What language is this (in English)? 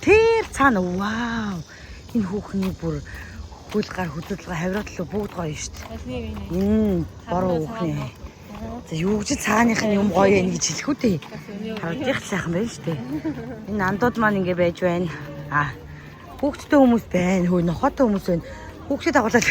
Mongolian